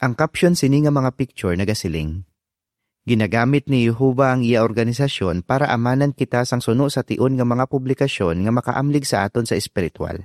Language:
Hiligaynon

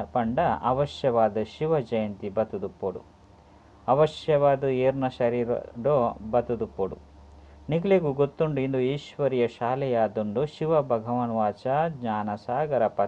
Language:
Tulu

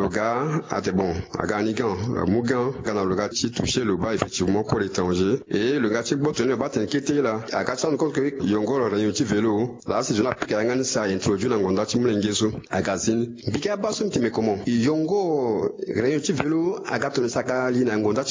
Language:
Sango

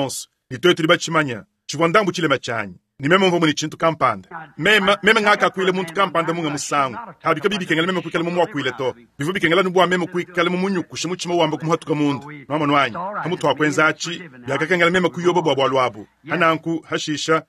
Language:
Luba-Lulua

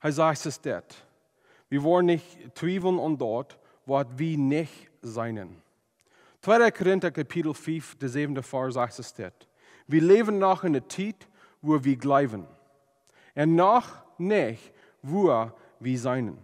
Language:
Plautdietsch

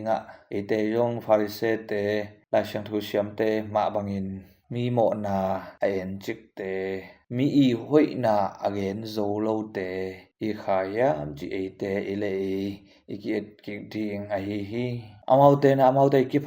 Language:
Tedim Chin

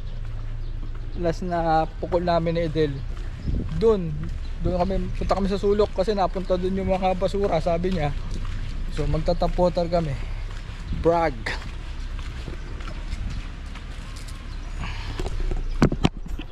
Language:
Filipino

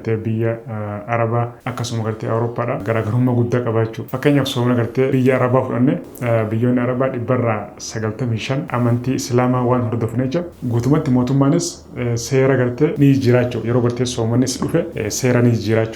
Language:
Oromo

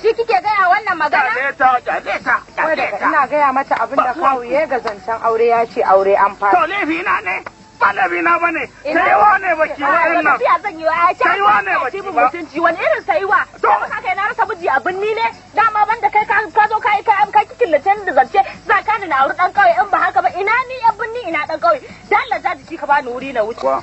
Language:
Hausa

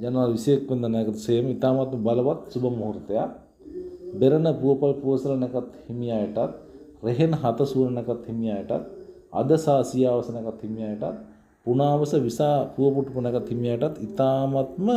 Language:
Sinhala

